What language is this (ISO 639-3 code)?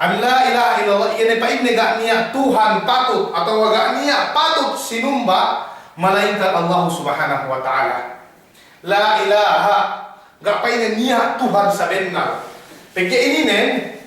yka